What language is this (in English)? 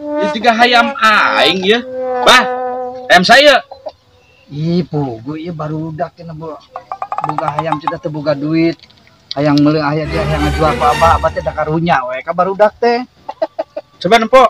Sundanese